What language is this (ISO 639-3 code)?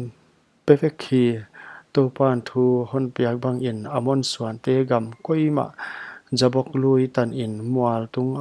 pck